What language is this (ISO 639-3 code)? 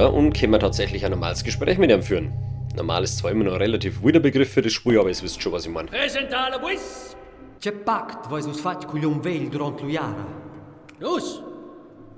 bar